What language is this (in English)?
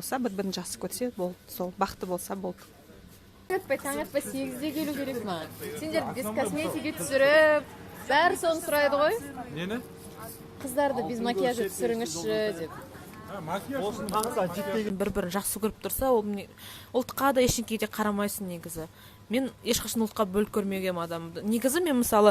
Kazakh